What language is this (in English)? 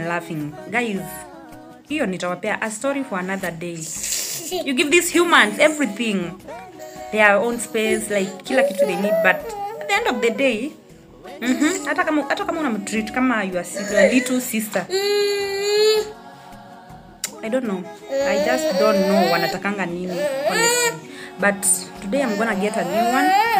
Swahili